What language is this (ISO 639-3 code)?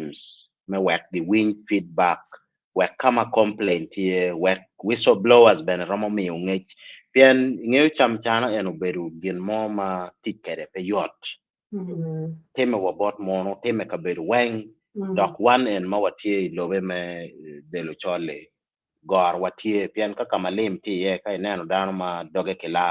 ach